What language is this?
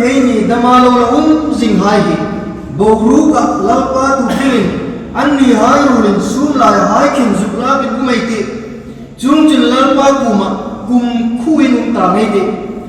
Hmar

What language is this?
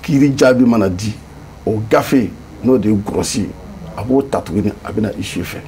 Bambara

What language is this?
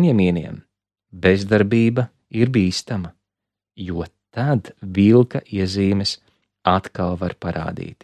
Latvian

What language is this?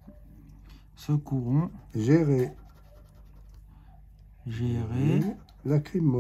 French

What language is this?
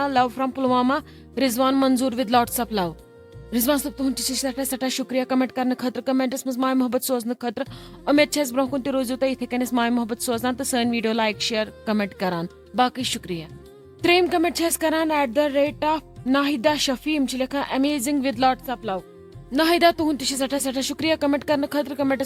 Kashmiri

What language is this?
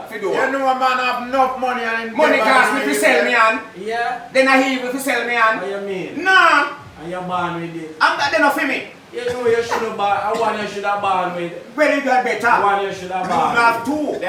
Jamaican Creole English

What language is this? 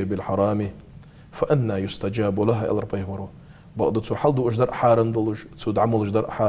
Ingush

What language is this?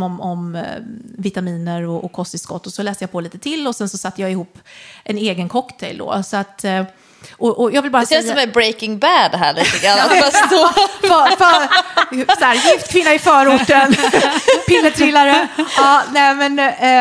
Swedish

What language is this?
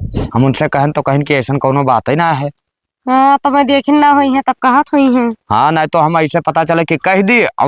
Awadhi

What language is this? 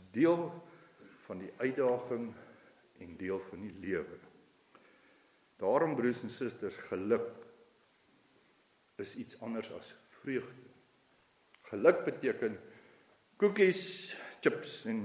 Afrikaans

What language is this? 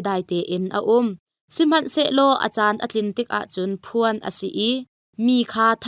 Hakha Chin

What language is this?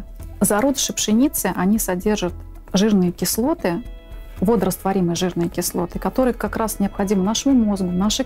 Russian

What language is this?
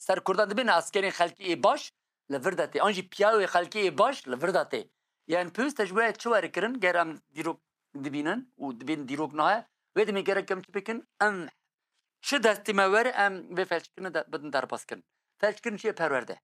Kurdish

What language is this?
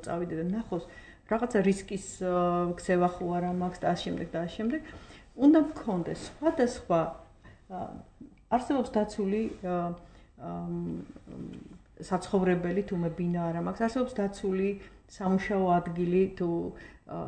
Georgian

